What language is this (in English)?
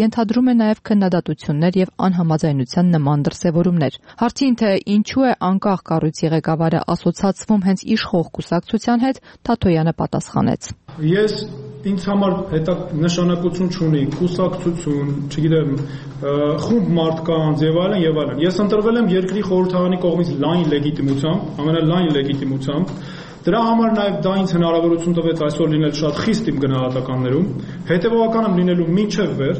Armenian